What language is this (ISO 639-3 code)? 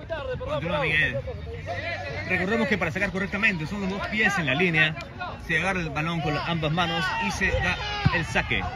spa